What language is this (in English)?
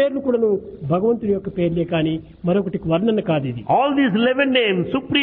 Telugu